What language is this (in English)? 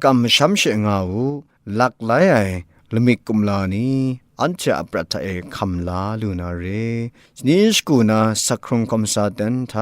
Kachin